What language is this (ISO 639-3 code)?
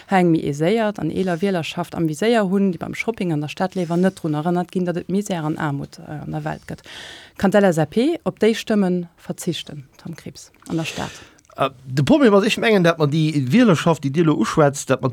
ltz